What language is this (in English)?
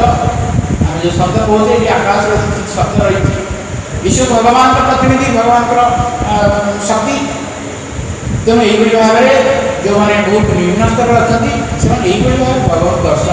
Odia